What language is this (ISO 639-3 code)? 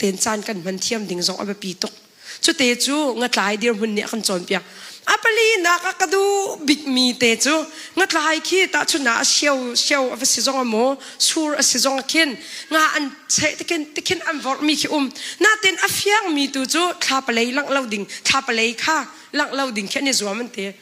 cnh